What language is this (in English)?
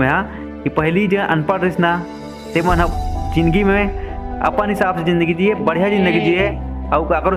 Chhattisgarhi